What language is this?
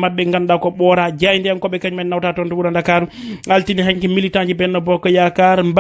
Fula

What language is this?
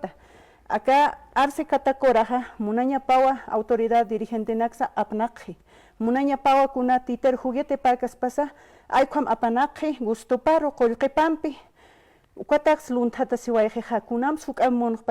Aymara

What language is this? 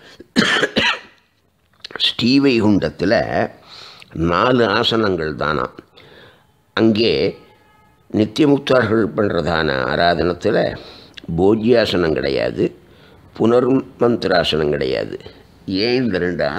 Tamil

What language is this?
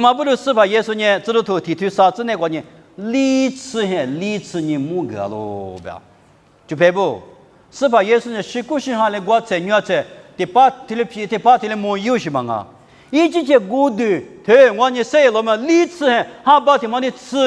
Lisu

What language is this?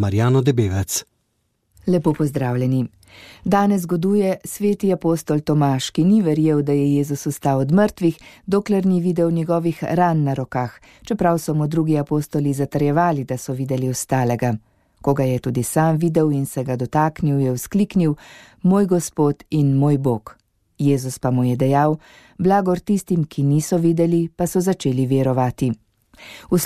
Slovenian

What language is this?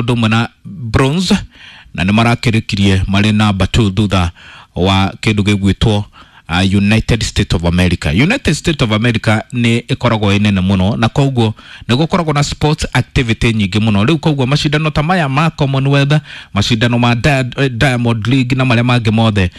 Kikuyu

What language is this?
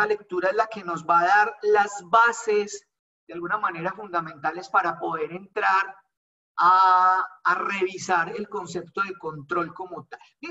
Spanish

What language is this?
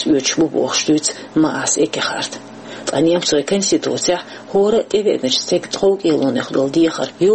Chechen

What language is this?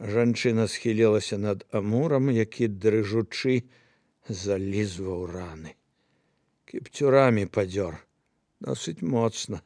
Belarusian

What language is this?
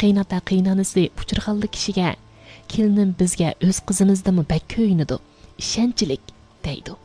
Uyghur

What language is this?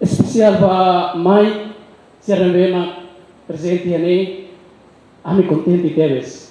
Tetum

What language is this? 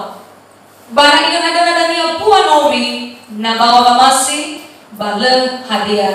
Nias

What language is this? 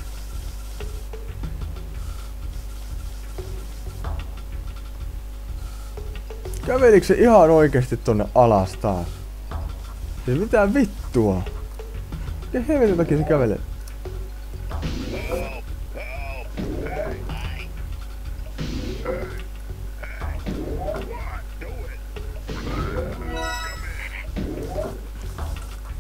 Finnish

